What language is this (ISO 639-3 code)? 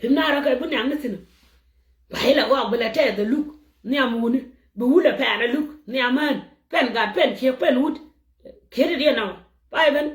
nus